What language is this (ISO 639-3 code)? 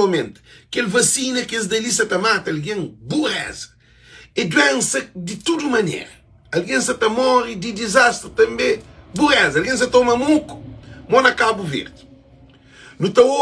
kea